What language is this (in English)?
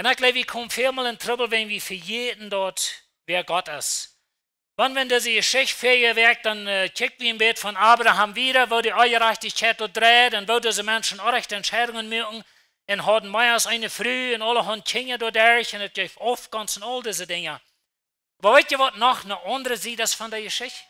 Plautdietsch